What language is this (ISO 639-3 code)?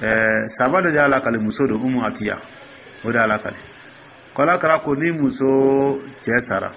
dyu